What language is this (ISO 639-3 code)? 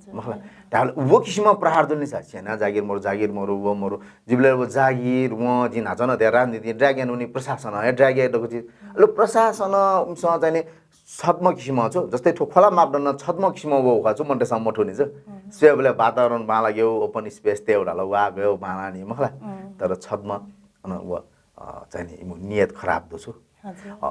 new